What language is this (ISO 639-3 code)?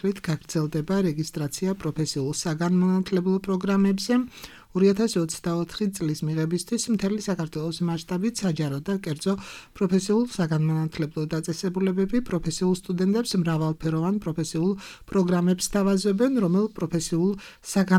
kat